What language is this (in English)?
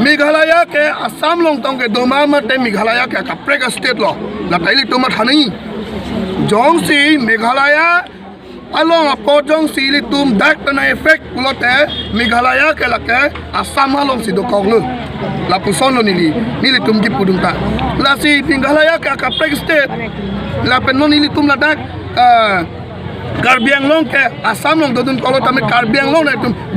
Karbi